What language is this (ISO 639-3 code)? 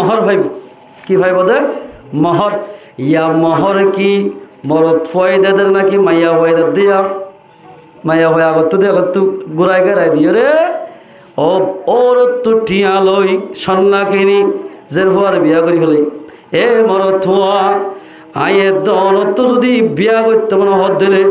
rhg